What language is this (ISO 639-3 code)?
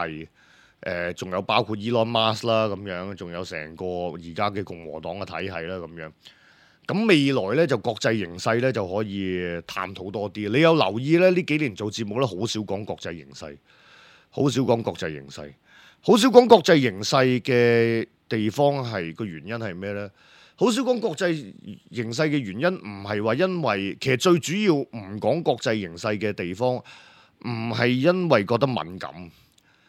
yue